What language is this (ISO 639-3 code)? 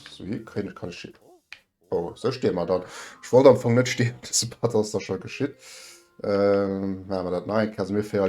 ltz